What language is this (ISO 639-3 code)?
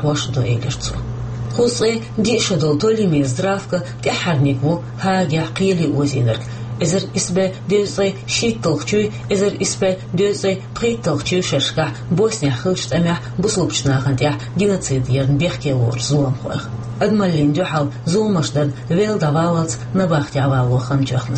che